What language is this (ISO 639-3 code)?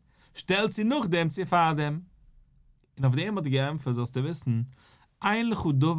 yid